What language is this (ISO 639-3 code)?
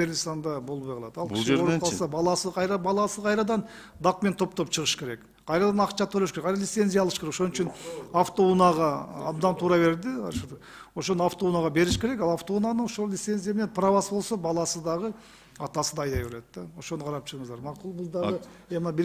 kir